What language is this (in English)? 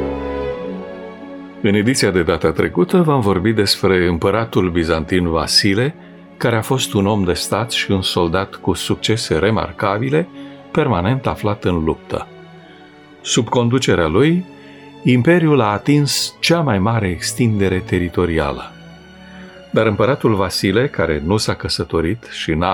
Romanian